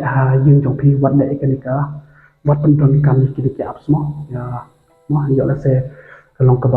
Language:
Khasi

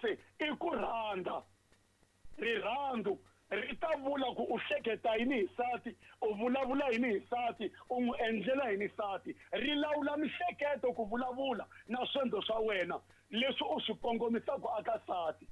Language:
Tsonga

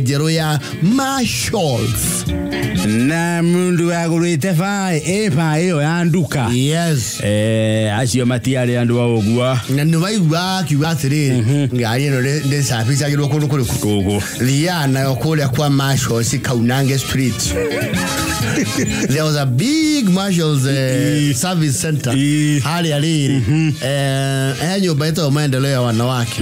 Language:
Kikuyu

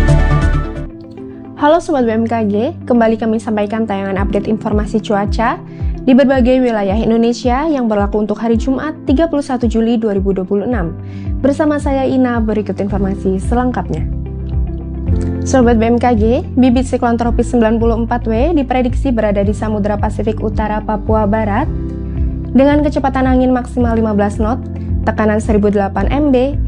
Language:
Indonesian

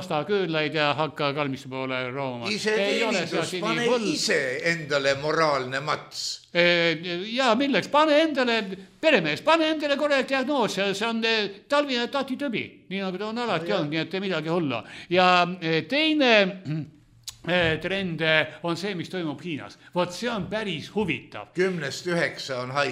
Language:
Estonian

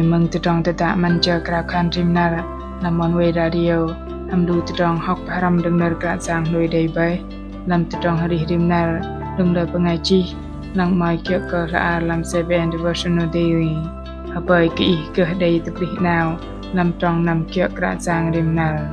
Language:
Bahnar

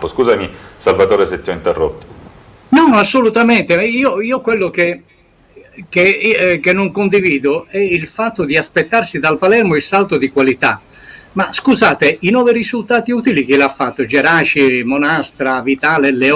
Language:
Italian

